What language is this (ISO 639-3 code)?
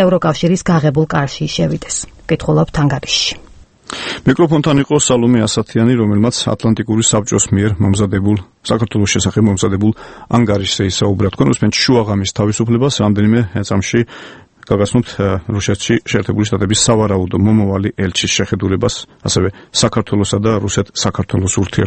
kat